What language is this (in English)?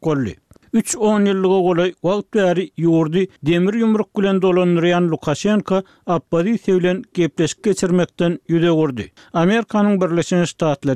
Turkmen